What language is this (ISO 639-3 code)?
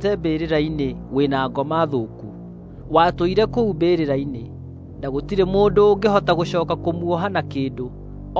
kik